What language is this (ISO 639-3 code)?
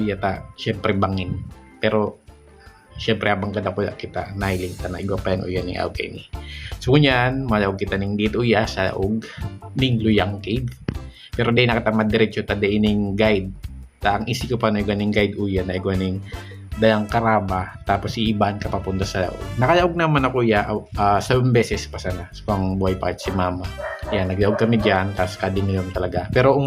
bik